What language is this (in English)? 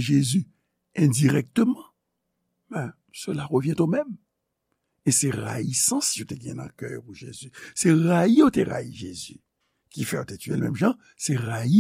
Haitian Creole